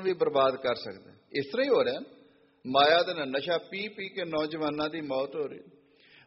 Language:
Punjabi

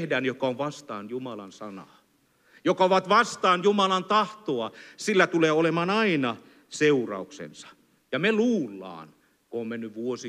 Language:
Finnish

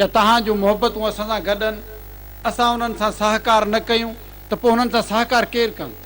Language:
Sindhi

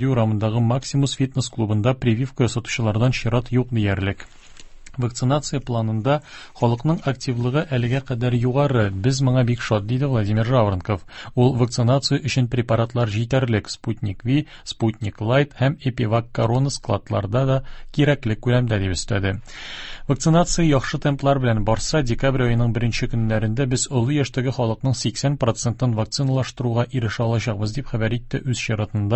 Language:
Tatar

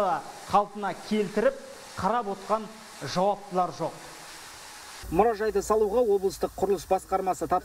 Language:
Kazakh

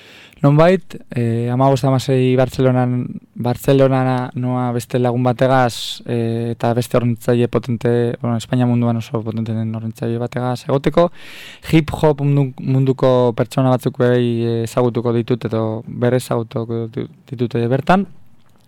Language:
Basque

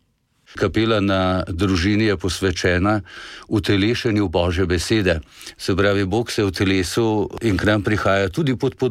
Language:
Slovenian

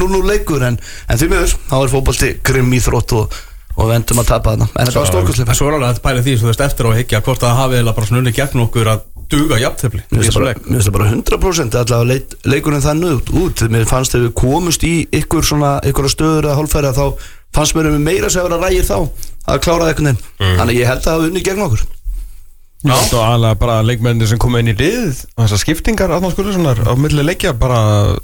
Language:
Icelandic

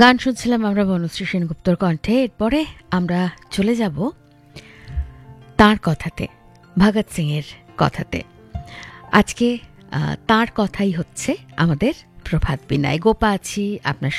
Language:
Bangla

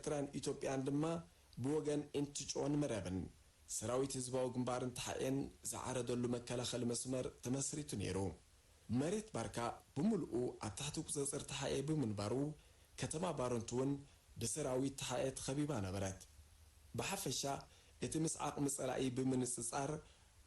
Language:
Tigrinya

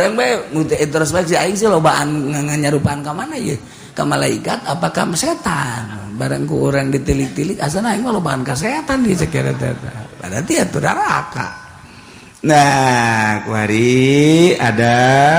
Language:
Sundanese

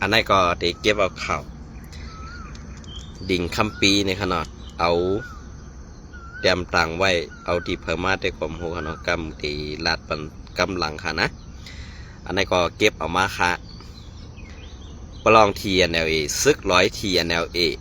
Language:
Shan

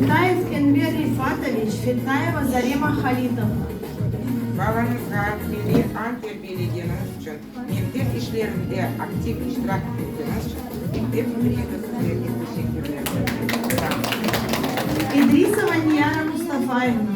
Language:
Crimean Tatar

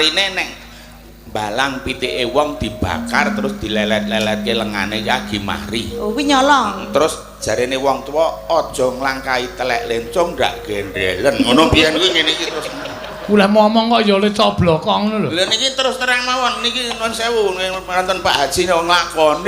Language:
Javanese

